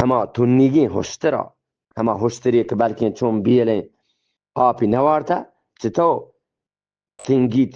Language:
Eastern Balochi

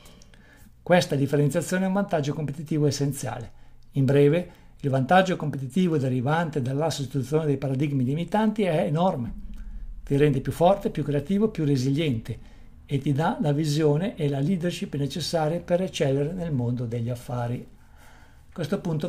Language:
Italian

